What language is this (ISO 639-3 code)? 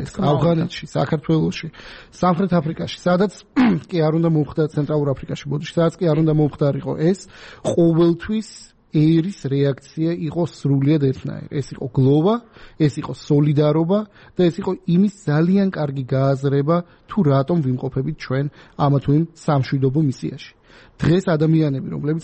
kat